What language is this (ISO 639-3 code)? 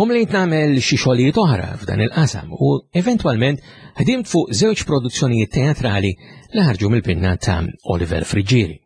mlt